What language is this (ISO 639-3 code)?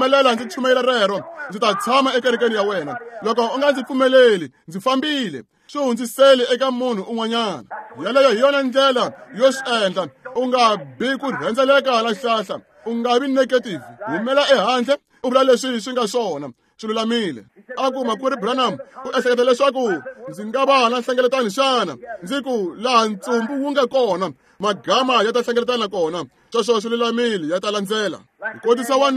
tso